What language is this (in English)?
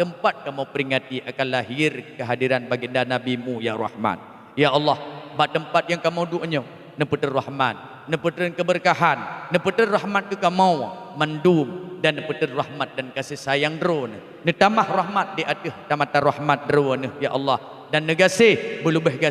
Achinese